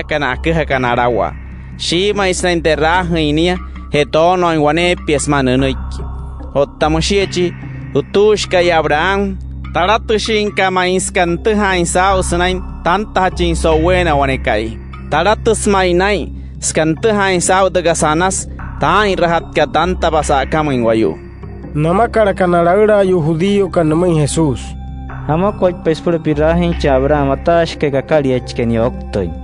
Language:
Wayuu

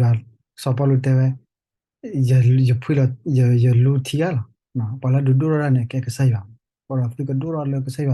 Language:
S'gaw Karen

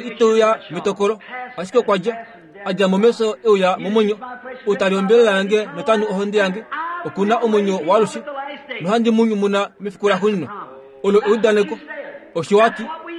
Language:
Kuanyama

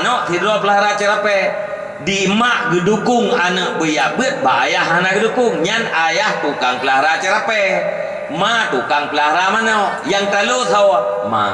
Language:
Achinese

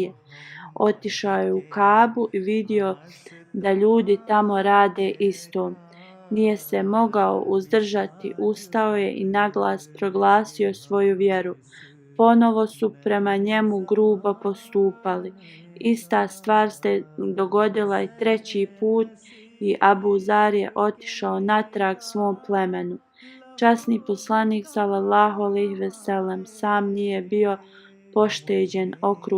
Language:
Bosnian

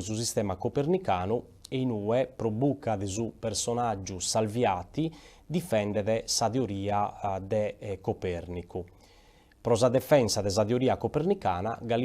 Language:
Sardinian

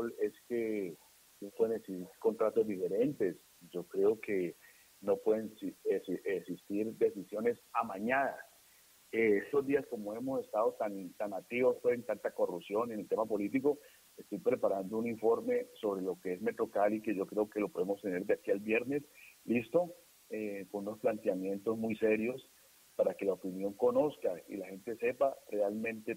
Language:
Spanish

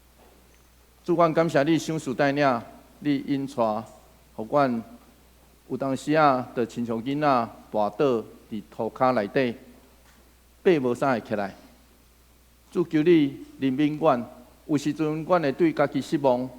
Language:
Min Nan Chinese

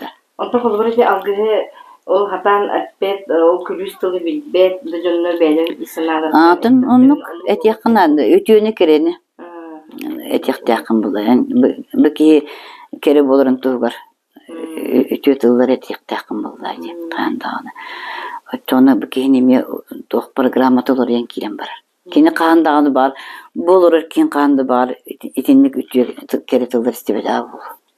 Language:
Yakut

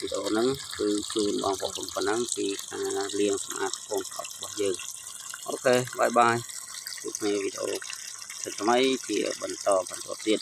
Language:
Khmer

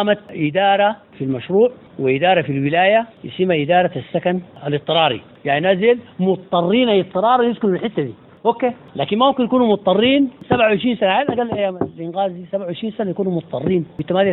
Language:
Sudanese Arabic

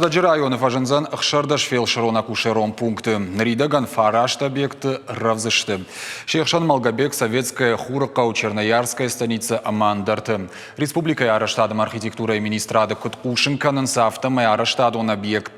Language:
Ossetic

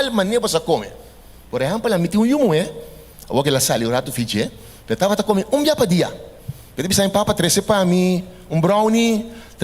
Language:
Papiamento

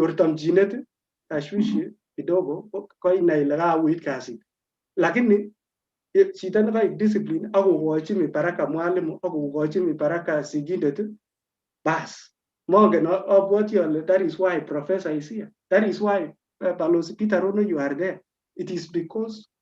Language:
Kalenjin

